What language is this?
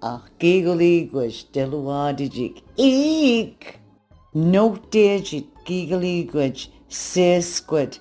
Mi'kmaw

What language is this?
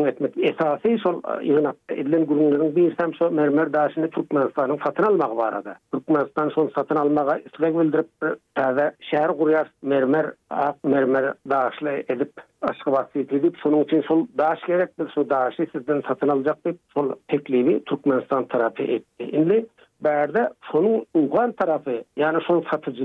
Turkmen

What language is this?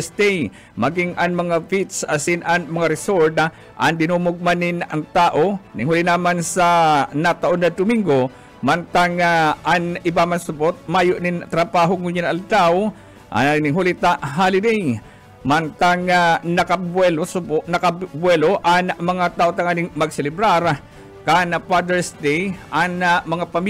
Bikol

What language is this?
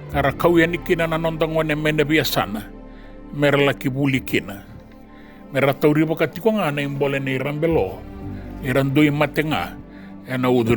Fijian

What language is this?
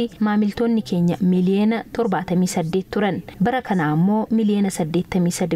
Oromo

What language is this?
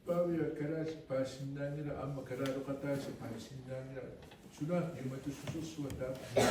Kalaallisut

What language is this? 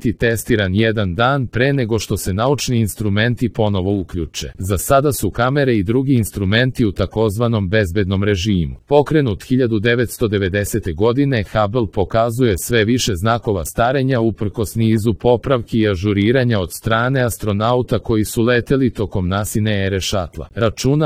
Serbian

